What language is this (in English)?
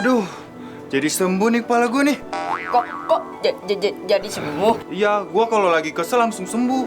Betawi